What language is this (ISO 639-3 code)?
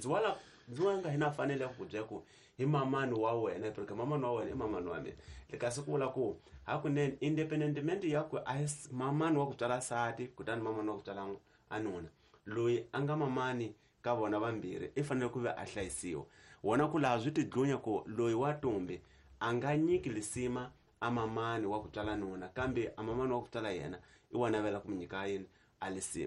tso